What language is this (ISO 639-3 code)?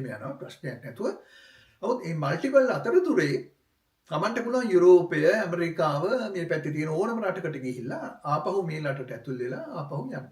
sin